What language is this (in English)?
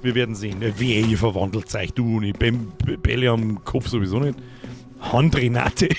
Bavarian